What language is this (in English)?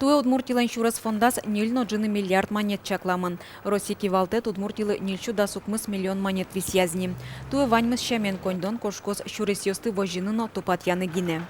Udmurt